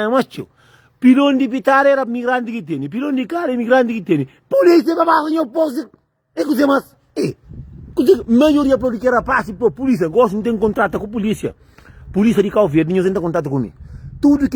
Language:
Kabuverdianu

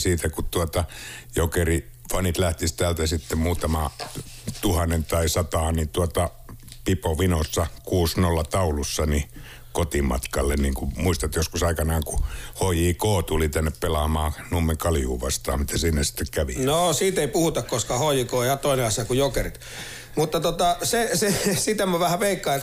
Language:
Finnish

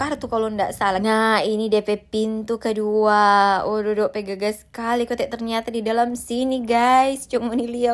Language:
Manado Malay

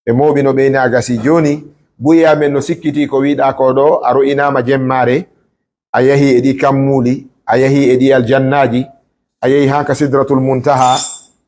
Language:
Fula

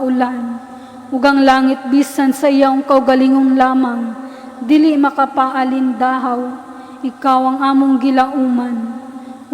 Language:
Cebuano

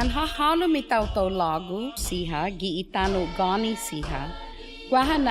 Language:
Chamorro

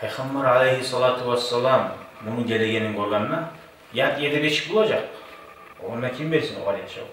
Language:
Kumyk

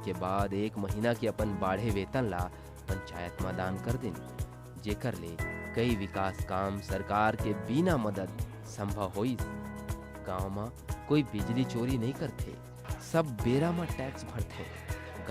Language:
Chhattisgarhi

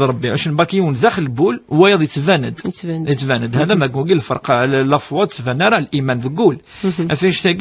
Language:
Kabyle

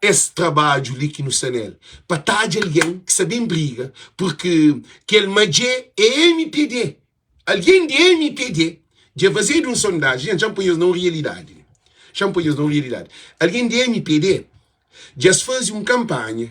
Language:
Kabuverdianu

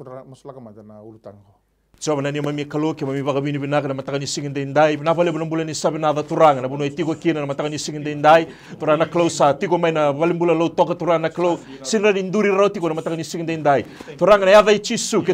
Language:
Fijian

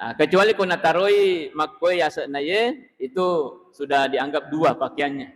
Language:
Buginese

